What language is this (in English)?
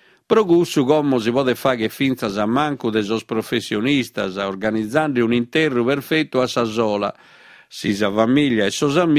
Sardinian